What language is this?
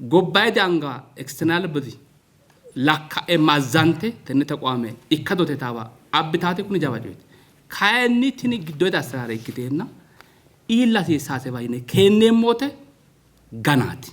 Sidamo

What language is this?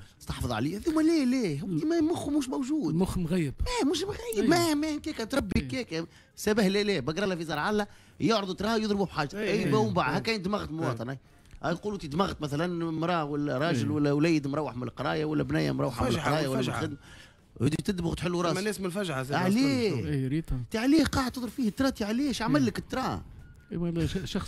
Tunisian Arabic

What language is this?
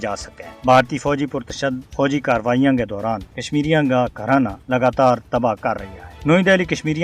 Gujari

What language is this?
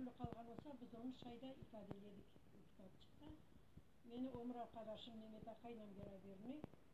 Crimean Tatar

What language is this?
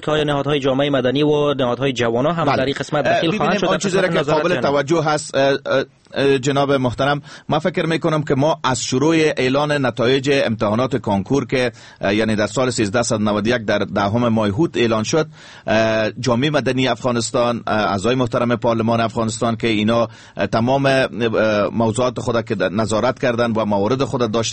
Persian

